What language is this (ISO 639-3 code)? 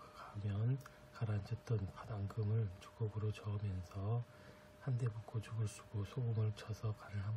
kor